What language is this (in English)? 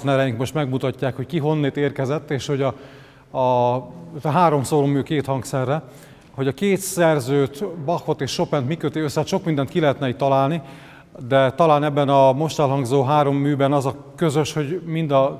Hungarian